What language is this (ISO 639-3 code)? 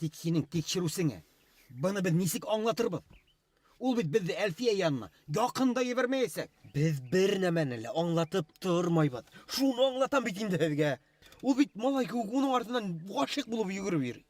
bak